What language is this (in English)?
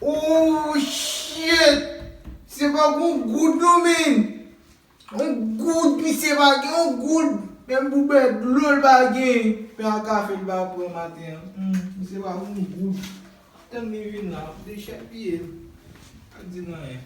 Haitian Creole